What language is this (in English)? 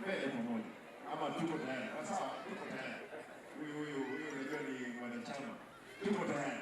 Gusii